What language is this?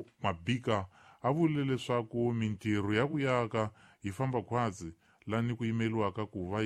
Tsonga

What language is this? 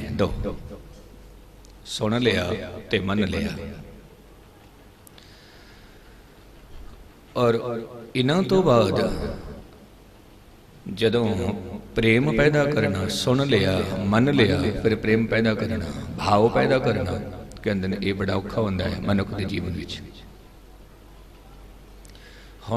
Punjabi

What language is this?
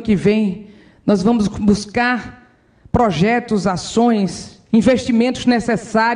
Portuguese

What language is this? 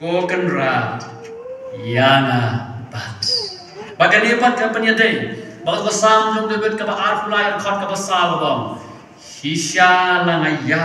Khasi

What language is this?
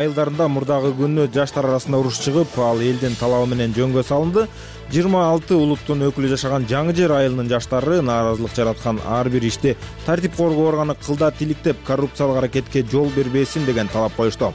Kyrgyz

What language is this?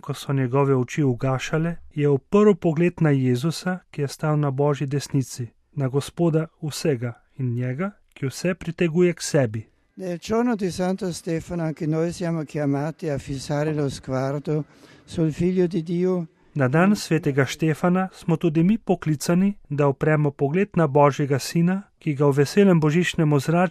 Slovenian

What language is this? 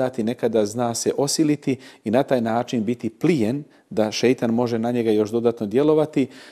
Bosnian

